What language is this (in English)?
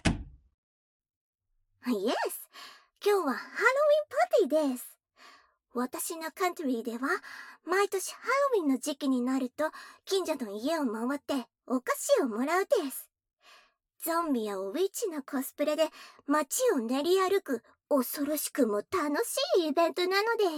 Japanese